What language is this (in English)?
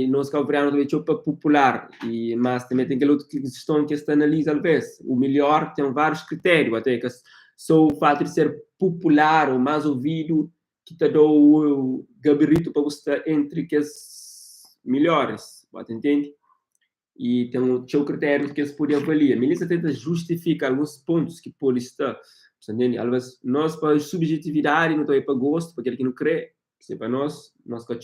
Kabuverdianu